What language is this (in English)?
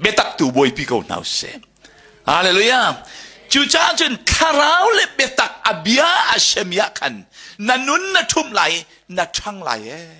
Hakha Chin